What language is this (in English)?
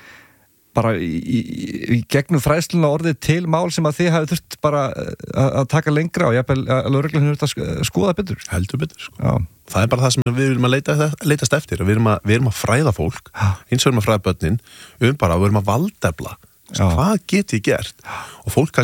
Icelandic